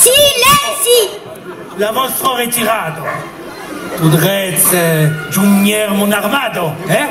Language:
Occitan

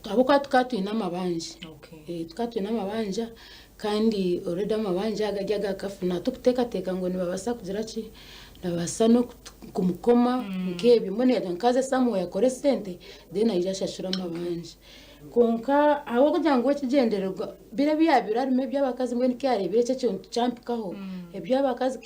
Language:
Nyankole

